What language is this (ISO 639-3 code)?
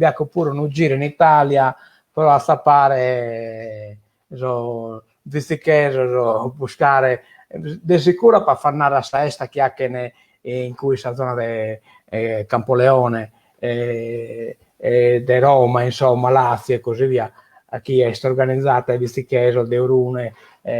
srd